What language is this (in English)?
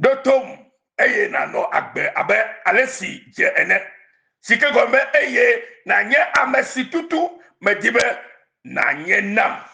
Ewe